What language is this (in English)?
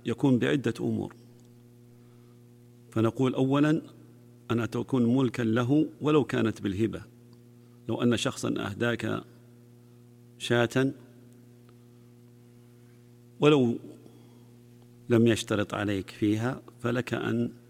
Arabic